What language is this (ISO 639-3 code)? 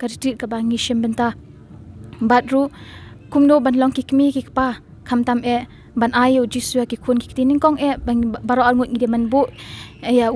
kha